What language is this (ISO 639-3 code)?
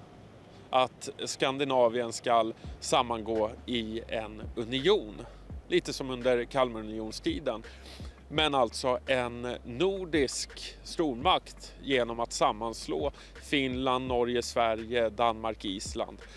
swe